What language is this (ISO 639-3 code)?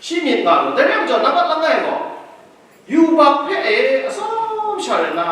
kac